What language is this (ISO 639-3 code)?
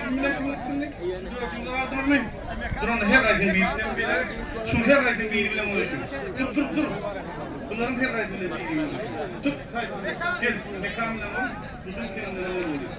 tuk